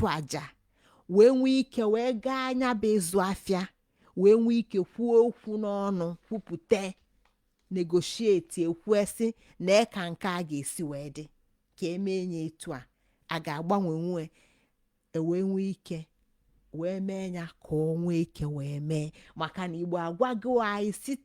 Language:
Igbo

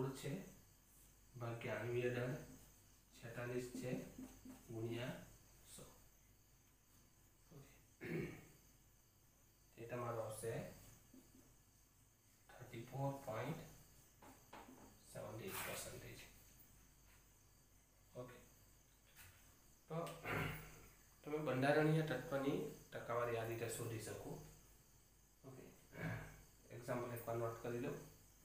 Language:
Gujarati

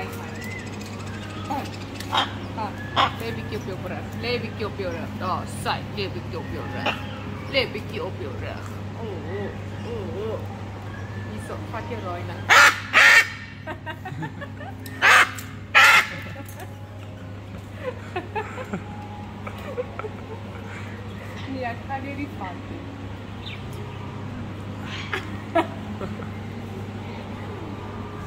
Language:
Afrikaans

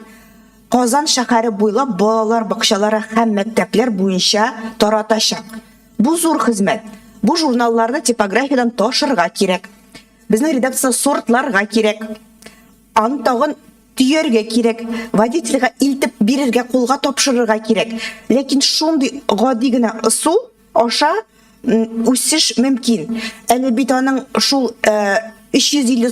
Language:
Tatar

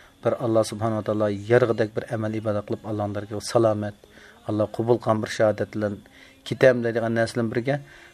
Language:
Uyghur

